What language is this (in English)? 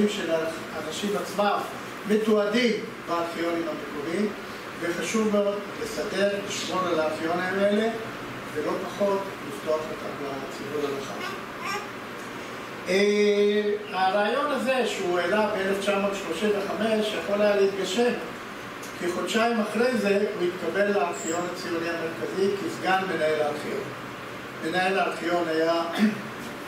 Hebrew